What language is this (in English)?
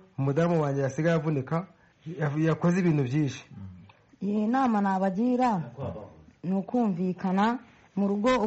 Kinyarwanda